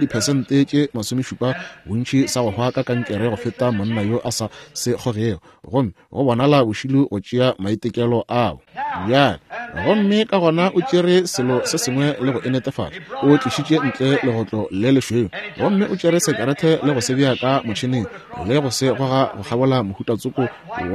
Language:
Northern Sotho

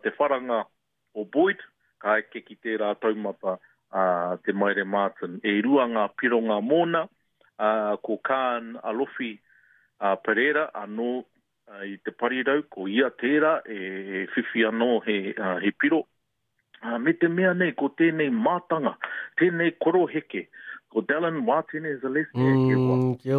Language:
Māori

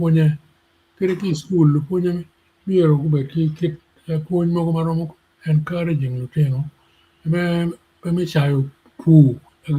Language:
Acoli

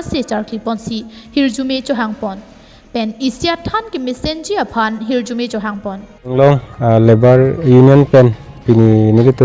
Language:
Karbi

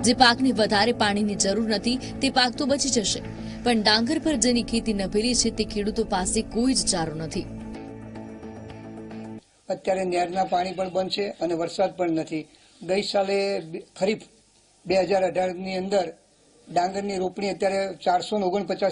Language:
Gujarati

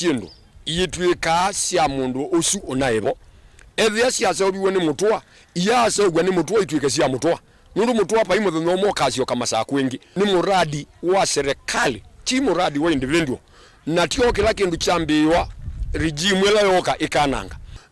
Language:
Kamba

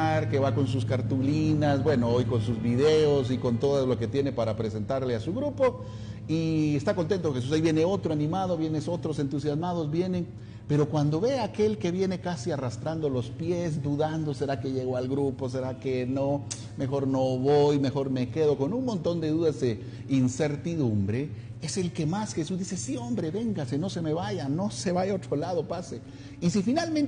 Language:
Spanish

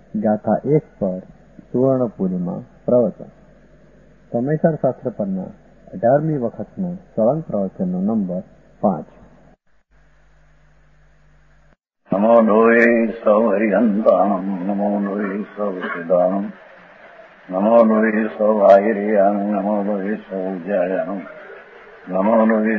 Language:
Gujarati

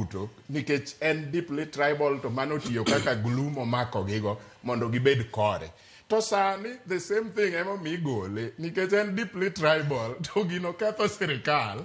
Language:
Luo (Kenya and Tanzania)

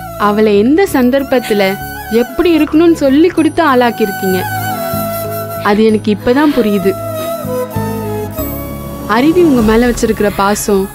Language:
Tamil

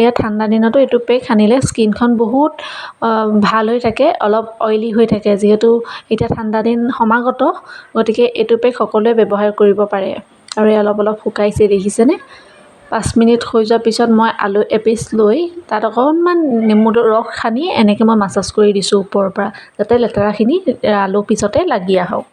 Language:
Assamese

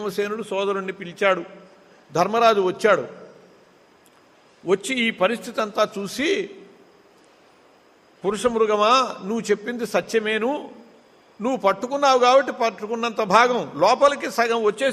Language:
Telugu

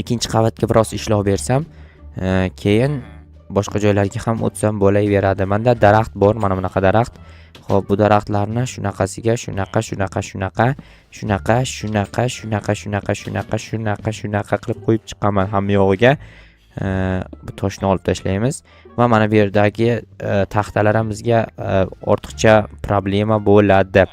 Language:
Uzbek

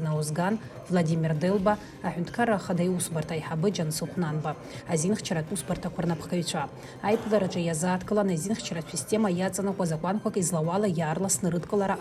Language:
Abkhazian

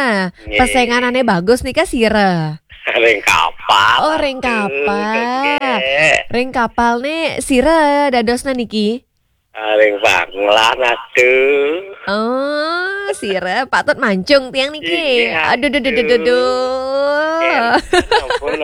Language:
Balinese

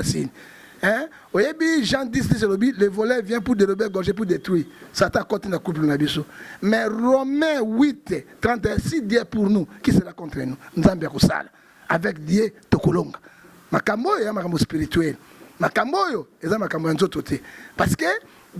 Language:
Lingala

